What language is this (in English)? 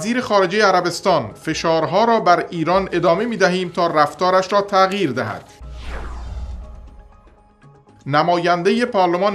Persian